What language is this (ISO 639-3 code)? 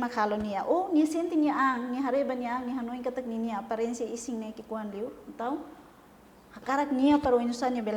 tet